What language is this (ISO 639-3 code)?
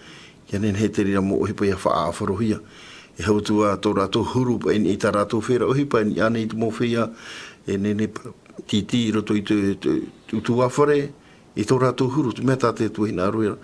tah